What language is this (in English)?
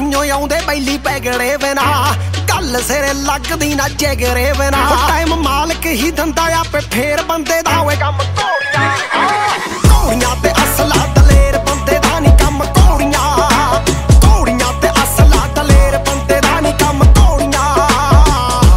Punjabi